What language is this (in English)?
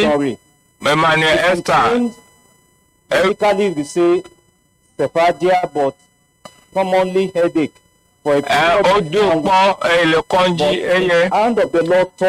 Ewe